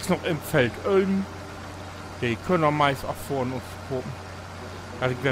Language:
Low German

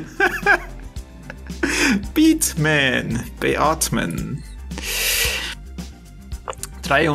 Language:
German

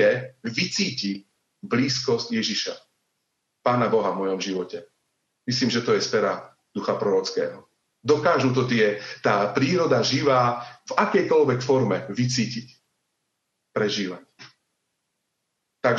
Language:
Slovak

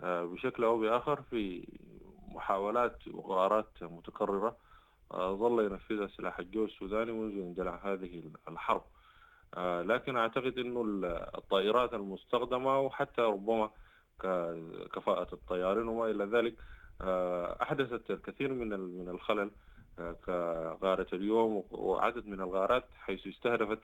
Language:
Sudanese Arabic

